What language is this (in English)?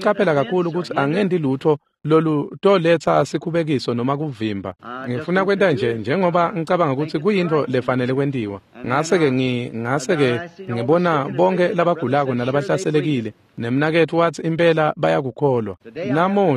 Swati